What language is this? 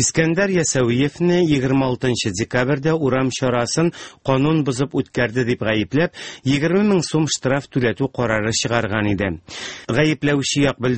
Tatar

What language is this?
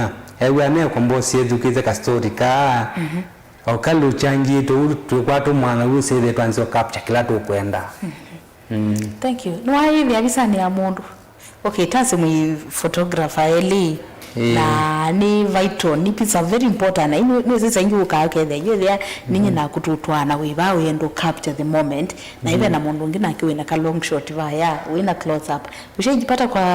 Kamba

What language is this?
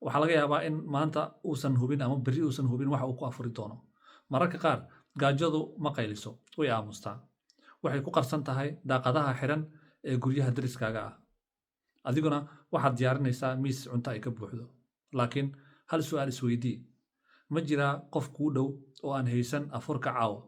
Somali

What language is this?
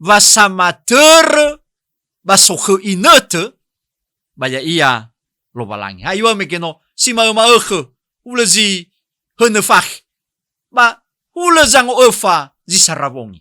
Nias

